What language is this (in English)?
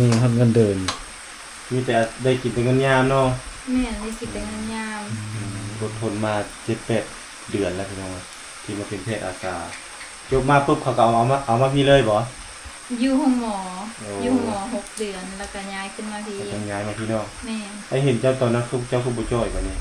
Lao